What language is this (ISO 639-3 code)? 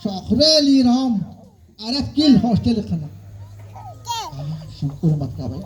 kek